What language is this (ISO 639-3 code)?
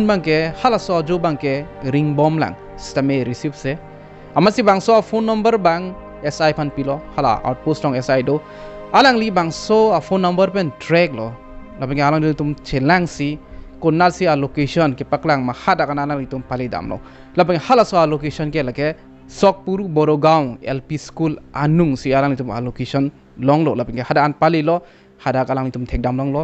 mjw